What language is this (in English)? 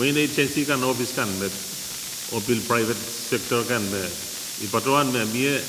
Pohnpeian